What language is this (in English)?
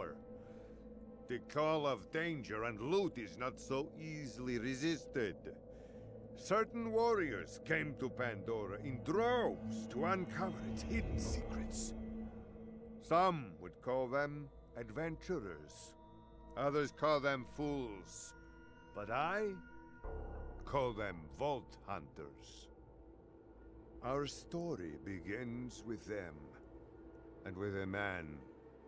English